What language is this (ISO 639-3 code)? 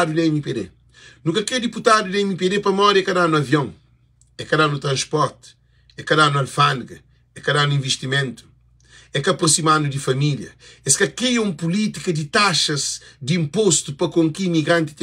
kea